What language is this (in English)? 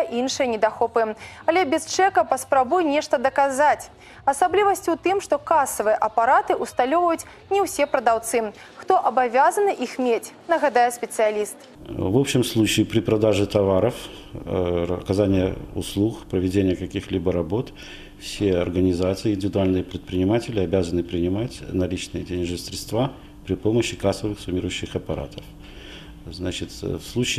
Belarusian